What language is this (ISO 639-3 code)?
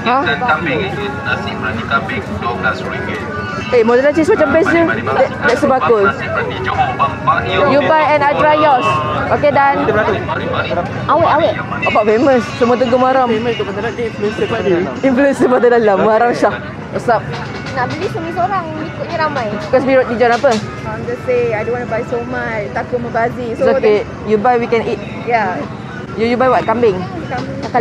msa